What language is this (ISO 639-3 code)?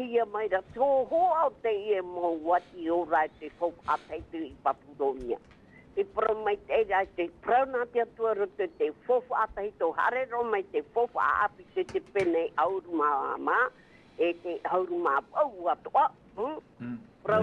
tah